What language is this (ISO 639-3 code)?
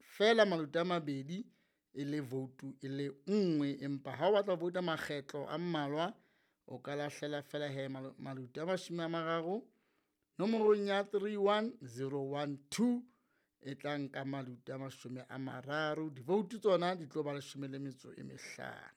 sot